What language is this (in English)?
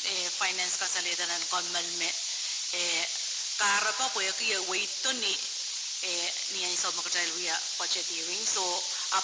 Pohnpeian